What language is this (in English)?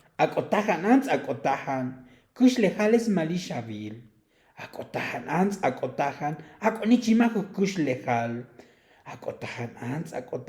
Tzotzil